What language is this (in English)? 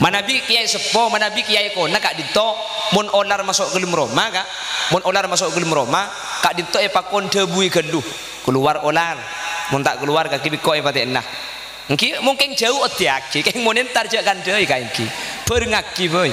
Madurese